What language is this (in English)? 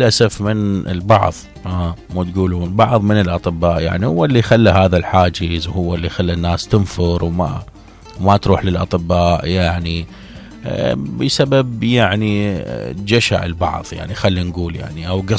Mesopotamian Arabic